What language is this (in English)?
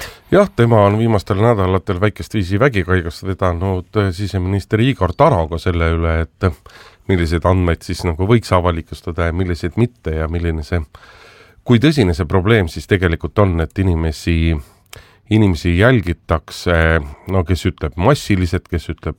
Estonian